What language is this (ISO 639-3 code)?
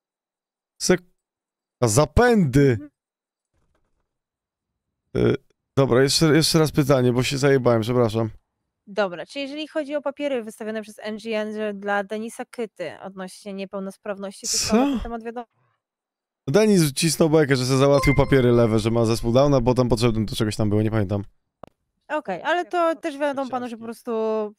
pol